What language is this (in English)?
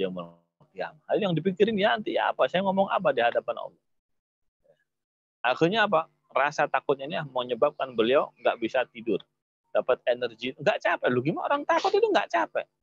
Indonesian